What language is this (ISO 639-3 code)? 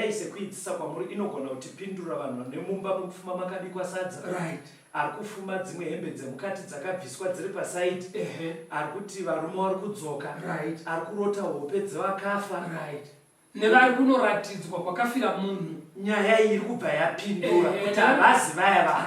sna